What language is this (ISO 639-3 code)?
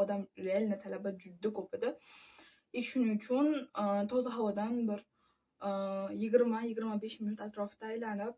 uzb